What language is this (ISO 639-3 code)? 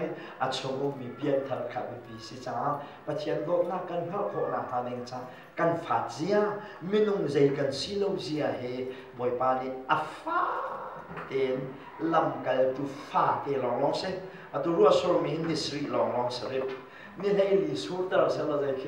cnh